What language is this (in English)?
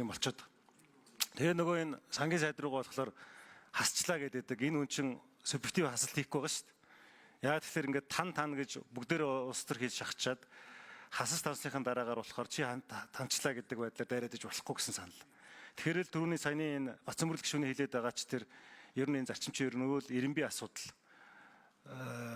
Mongolian